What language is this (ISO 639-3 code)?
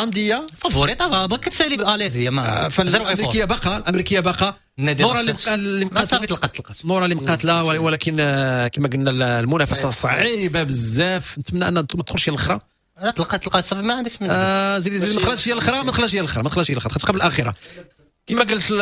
ary